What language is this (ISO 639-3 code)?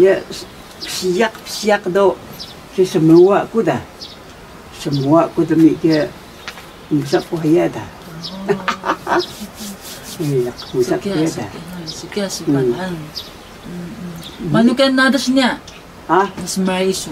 trv